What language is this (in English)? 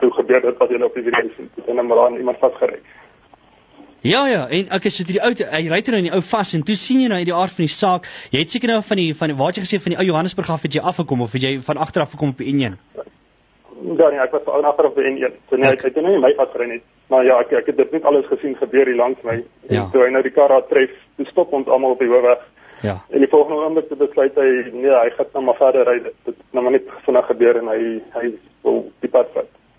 Afrikaans